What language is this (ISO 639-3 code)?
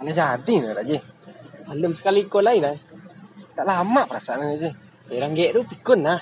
min